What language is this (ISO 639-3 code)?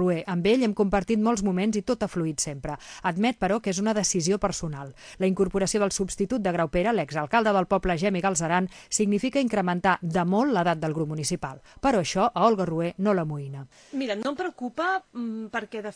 cat